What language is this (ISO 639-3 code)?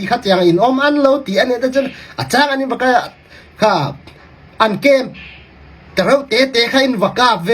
cfm